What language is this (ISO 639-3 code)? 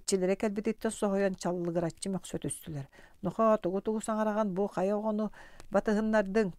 sah